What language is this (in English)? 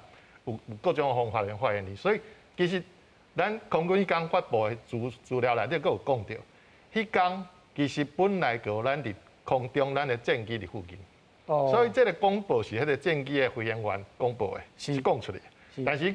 Min Nan Chinese